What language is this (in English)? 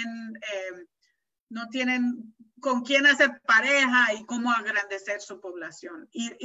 Spanish